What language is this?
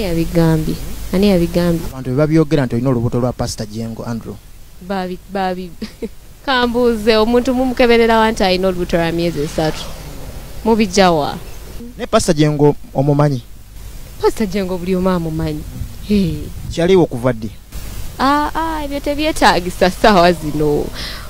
Ganda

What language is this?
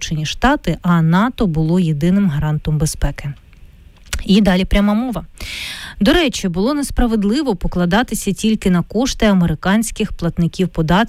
Ukrainian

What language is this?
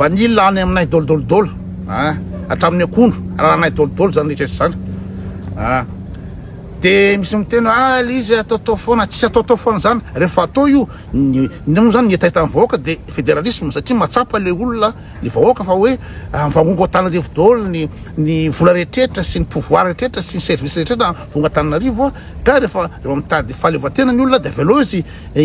Malagasy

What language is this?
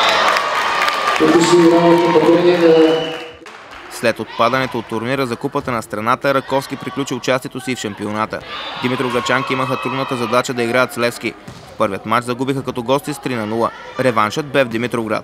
Bulgarian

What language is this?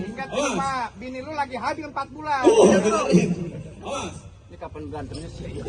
Betawi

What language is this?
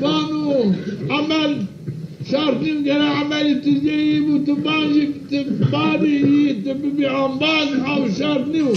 Zaza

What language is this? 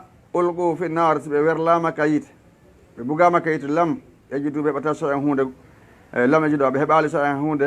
Fula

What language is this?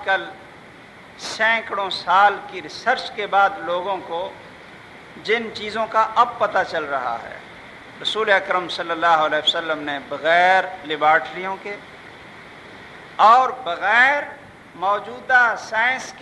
Urdu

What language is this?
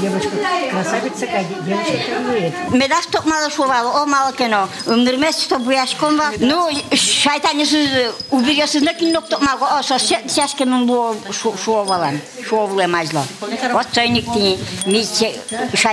Udmurt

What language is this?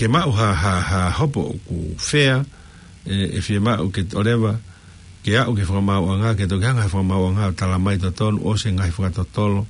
Tongan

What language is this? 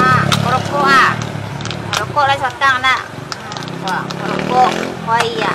Minangkabau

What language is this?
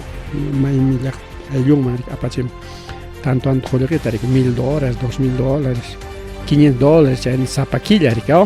Ayacucho Quechua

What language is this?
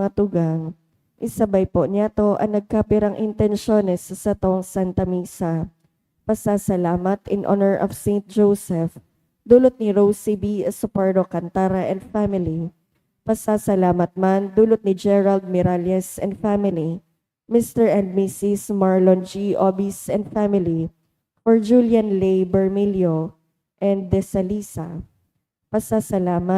Bikol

